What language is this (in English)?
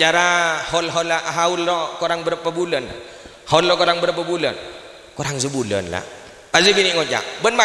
Madurese